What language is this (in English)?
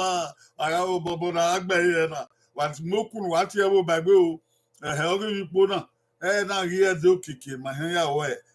Bini